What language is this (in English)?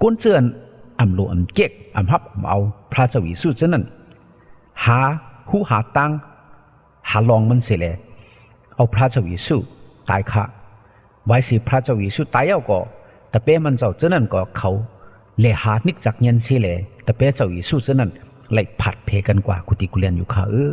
Shan